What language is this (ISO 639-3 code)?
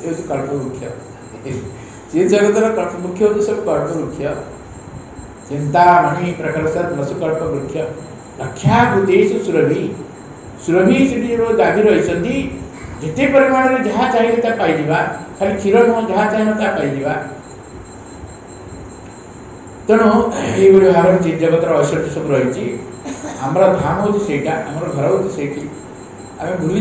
ori